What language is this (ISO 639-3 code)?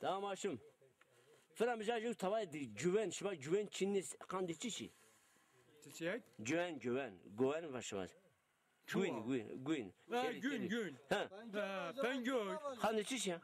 zza